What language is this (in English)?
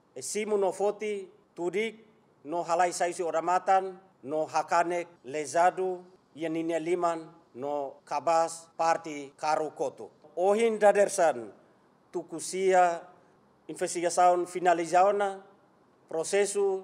Tetum